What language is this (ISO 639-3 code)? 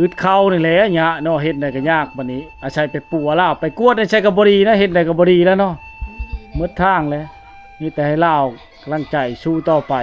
lao